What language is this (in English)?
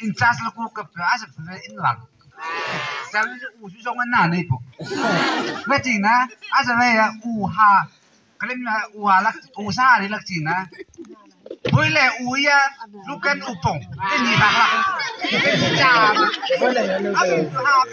Malay